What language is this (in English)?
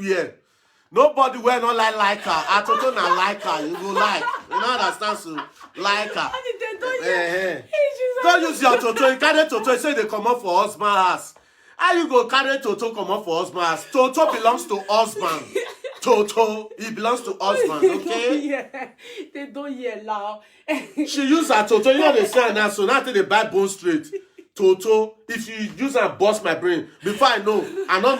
Nigerian Pidgin